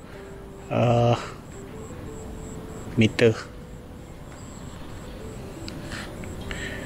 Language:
Malay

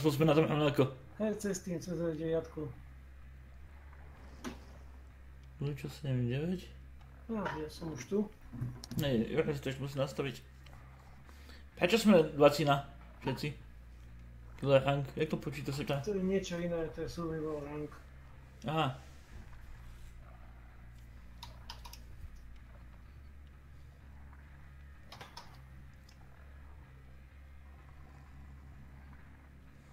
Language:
Slovak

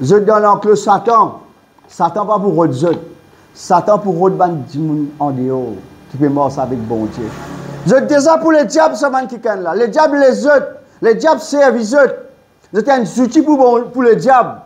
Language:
Morisyen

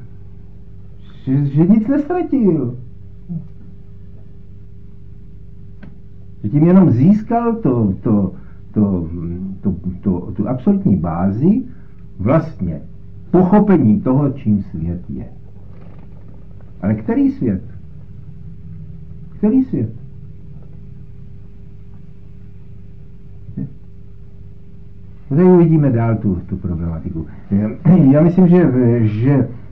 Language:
Czech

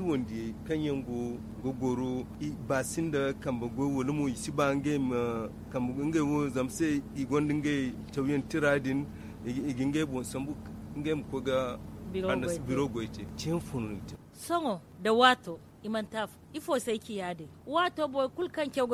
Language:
Zarma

